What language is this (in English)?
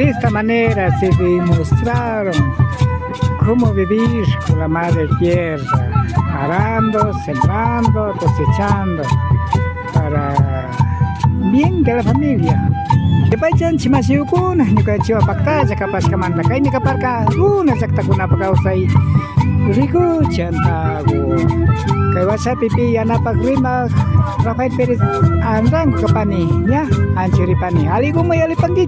Imbabura Highland Quichua